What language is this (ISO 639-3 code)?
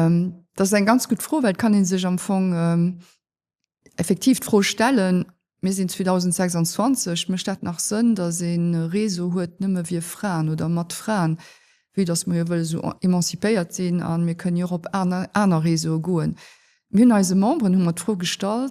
ltz